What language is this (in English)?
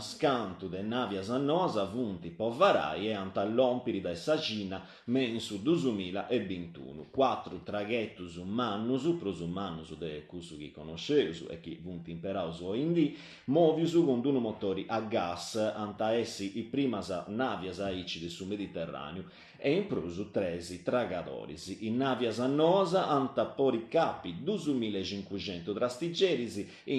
Sardinian